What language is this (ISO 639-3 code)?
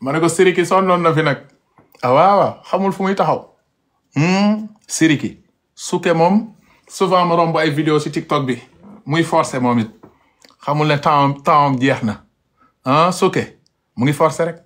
wol